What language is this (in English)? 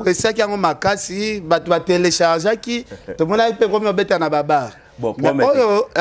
Lingala